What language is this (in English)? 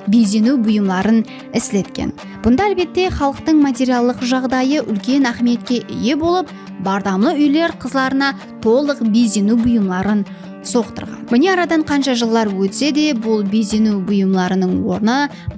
Kara-Kalpak